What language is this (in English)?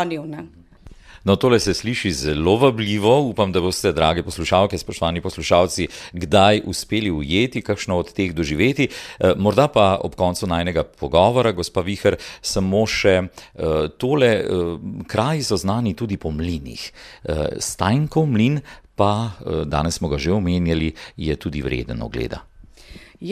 Slovenian